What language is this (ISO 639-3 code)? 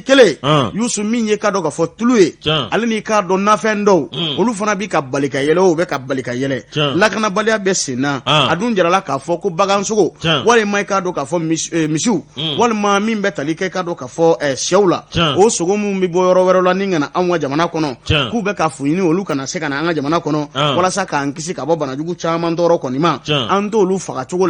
bam